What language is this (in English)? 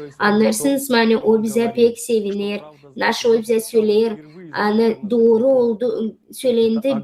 Gagauz